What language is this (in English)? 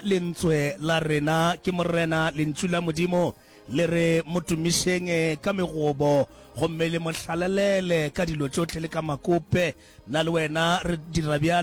Northern Sotho